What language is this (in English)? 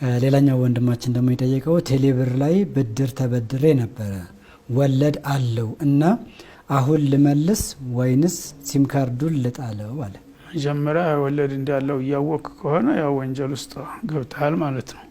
Amharic